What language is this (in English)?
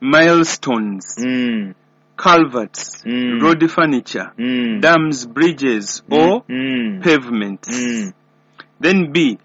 Ganda